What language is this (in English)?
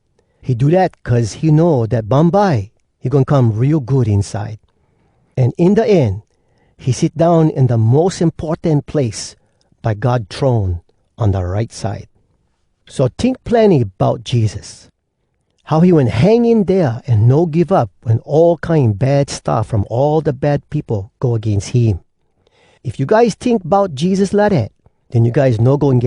Hawai'i Creole English